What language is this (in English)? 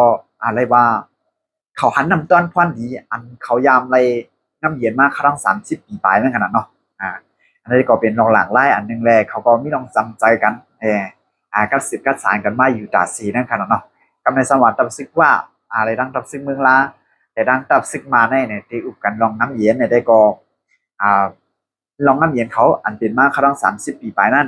Shan